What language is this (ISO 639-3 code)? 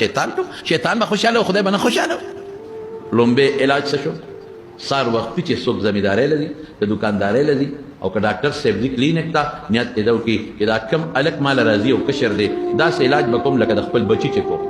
pus